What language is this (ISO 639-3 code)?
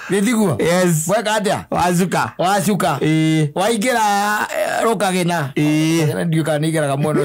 kik